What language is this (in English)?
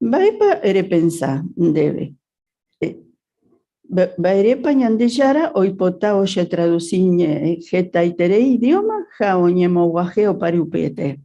Guarani